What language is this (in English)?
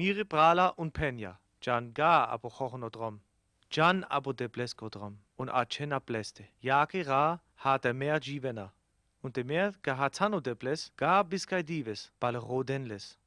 Sinte Romani